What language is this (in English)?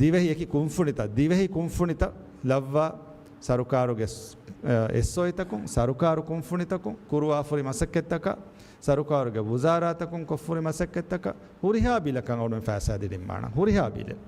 Divehi